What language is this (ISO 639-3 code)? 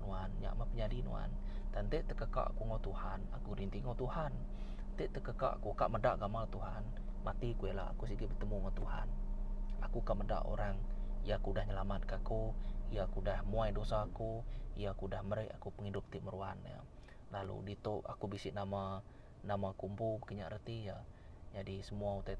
iba